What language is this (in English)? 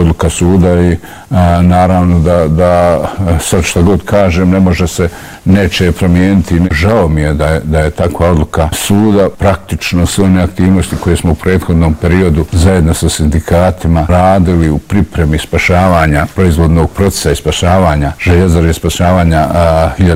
Bosnian